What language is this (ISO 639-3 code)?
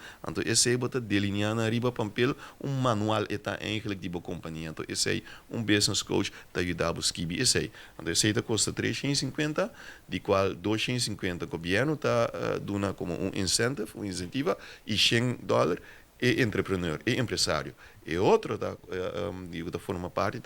pap